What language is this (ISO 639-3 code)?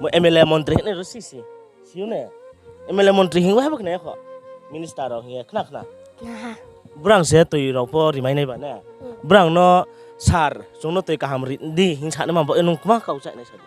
ria